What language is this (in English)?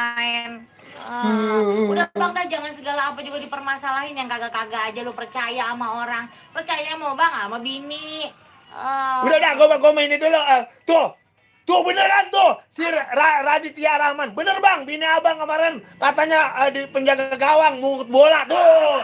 Betawi